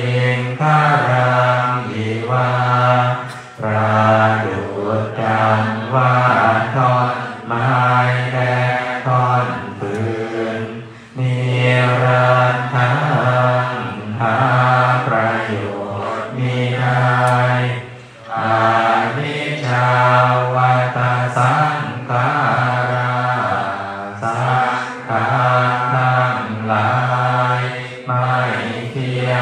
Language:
Thai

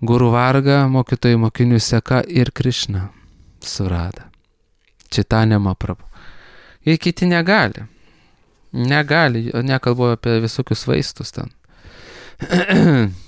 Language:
Lithuanian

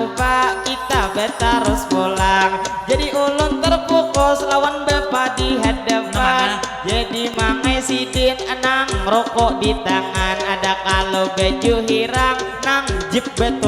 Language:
Banjar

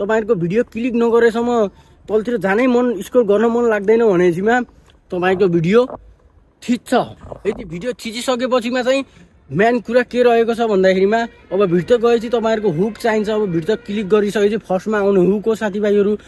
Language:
Nepali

